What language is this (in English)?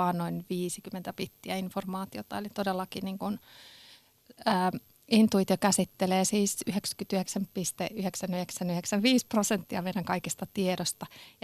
Finnish